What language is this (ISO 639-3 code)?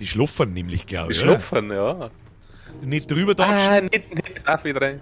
bar